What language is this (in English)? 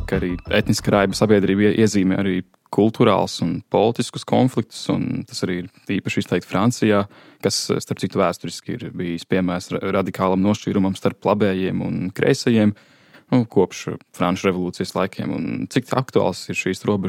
Latvian